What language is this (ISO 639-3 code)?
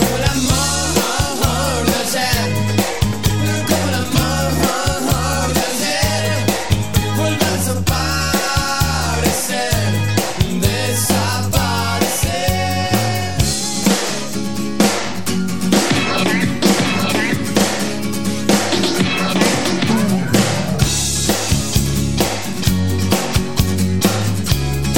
spa